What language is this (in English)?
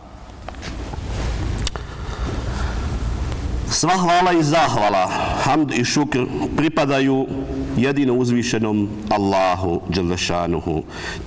Bosnian